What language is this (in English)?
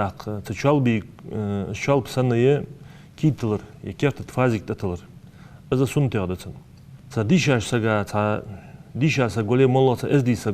Ingush